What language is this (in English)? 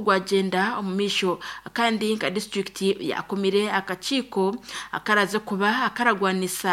Nyankole